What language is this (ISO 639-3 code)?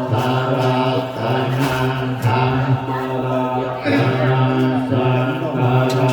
pli